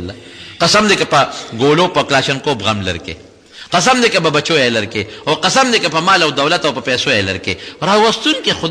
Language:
Pashto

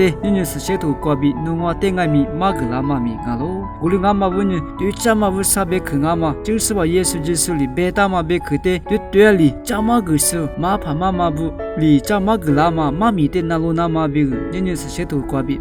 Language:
Lisu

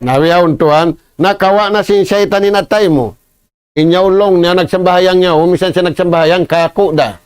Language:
Tausug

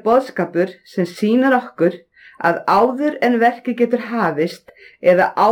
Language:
Icelandic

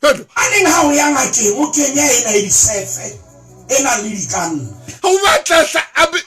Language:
Southern Sotho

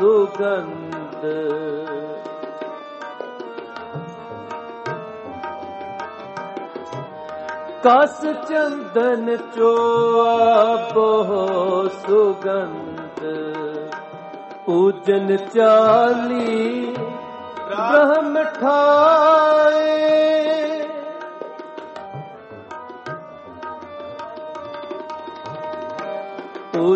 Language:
Punjabi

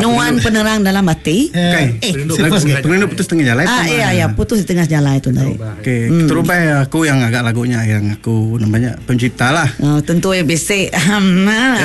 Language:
Iban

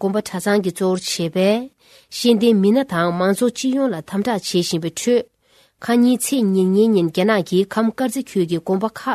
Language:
Tibetan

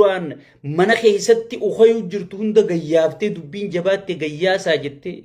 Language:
Oromo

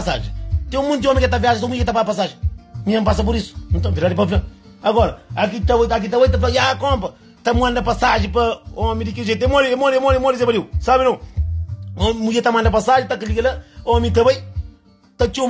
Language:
Kabuverdianu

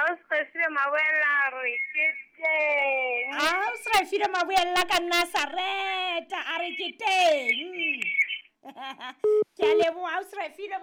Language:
Southern Sotho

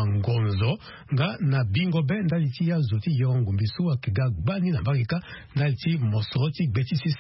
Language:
Sango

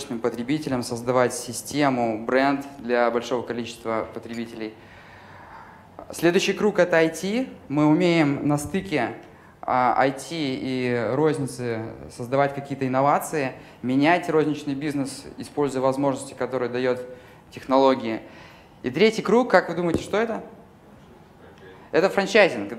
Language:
Russian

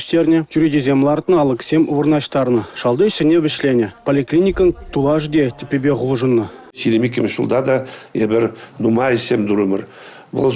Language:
Chuvash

